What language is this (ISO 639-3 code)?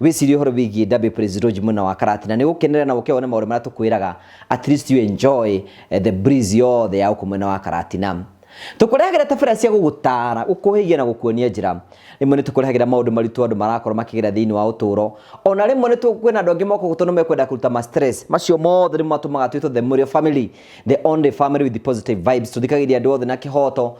kik